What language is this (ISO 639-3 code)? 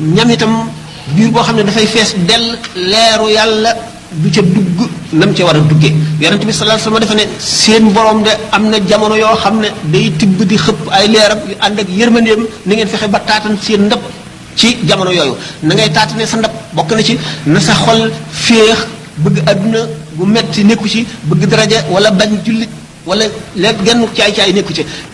wol